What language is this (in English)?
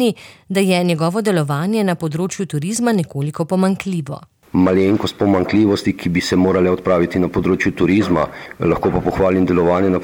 Slovenian